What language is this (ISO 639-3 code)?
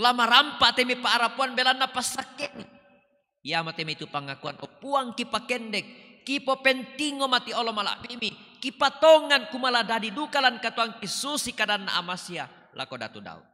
sda